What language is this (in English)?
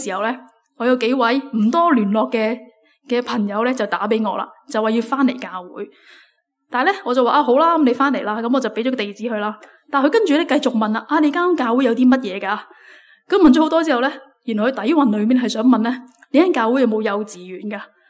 Cantonese